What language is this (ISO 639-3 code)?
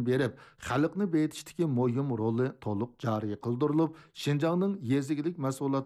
uig